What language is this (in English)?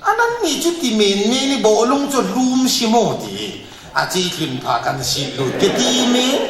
Falam Chin